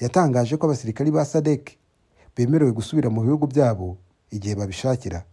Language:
Kinyarwanda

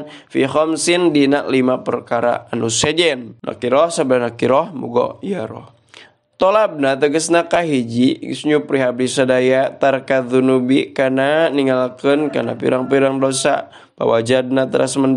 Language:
Sundanese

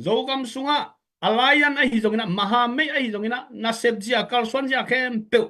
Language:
Tedim Chin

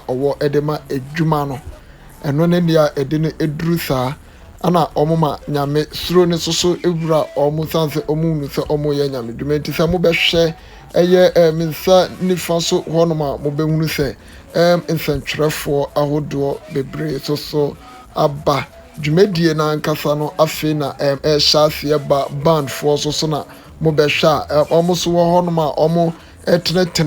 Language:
Akan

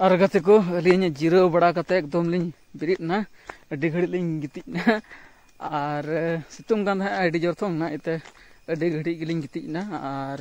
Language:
Santali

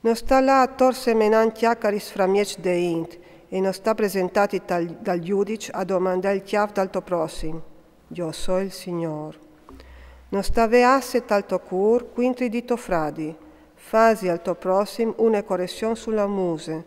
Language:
Friulian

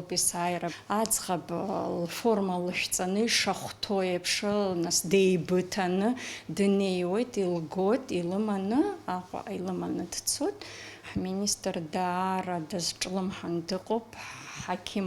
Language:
Abkhazian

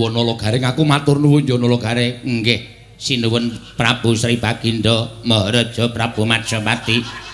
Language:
Javanese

